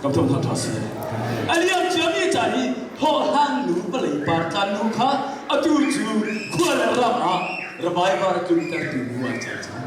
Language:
Hakha Chin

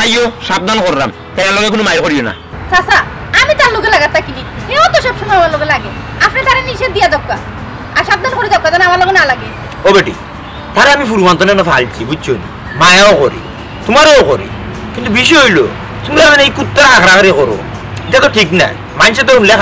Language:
Sylheti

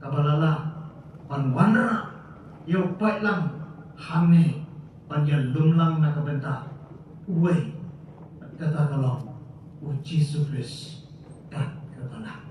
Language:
Khasi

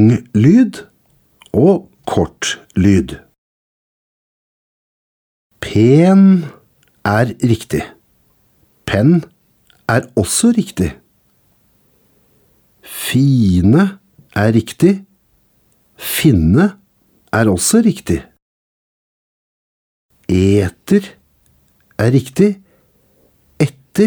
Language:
Norwegian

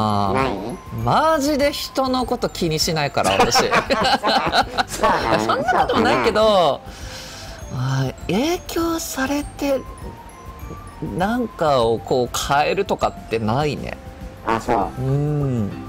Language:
Japanese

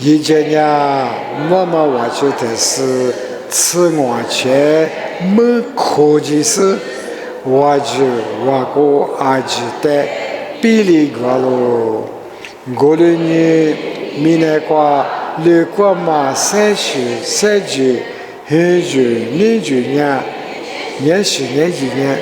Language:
Lisu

